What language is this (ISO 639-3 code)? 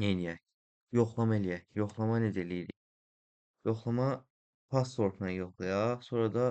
aze